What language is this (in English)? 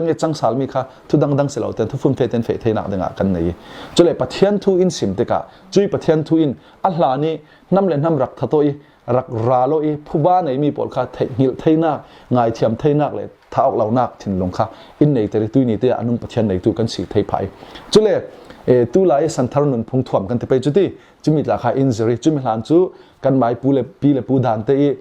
Falam Chin